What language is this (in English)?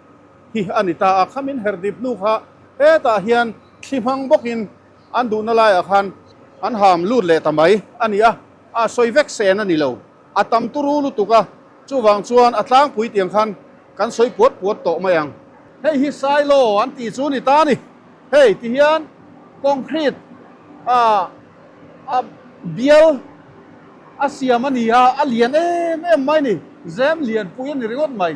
Mizo